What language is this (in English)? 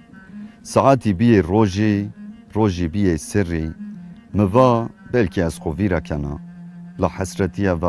Zaza